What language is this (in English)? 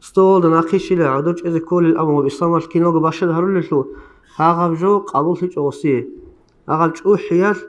Avaric